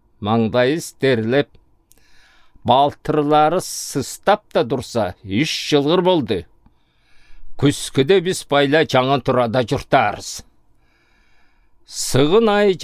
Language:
Southern Altai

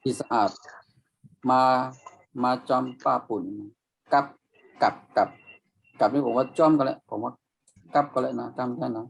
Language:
Shan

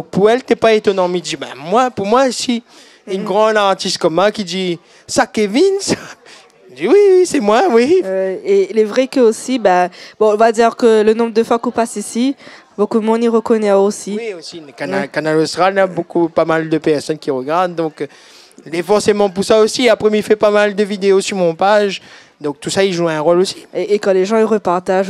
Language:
Réunion Creole French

